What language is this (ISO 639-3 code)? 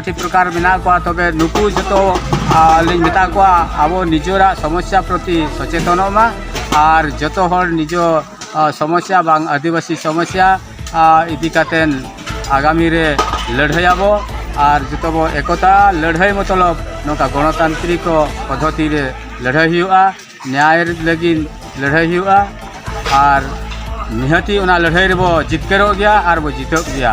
sat